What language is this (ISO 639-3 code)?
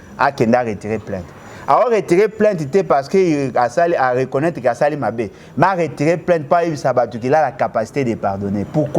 lin